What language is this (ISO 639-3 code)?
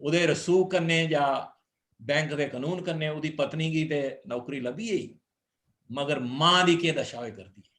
doi